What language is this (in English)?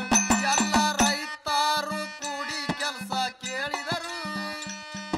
Kannada